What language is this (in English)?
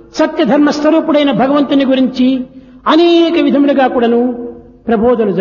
Telugu